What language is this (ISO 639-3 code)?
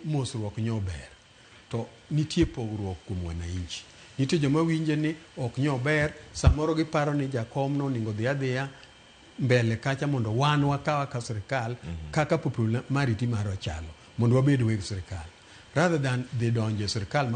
luo